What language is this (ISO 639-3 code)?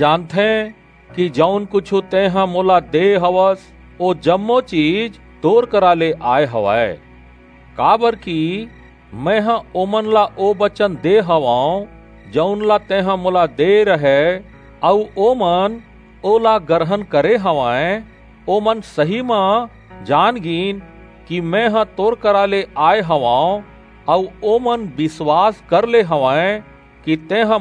hne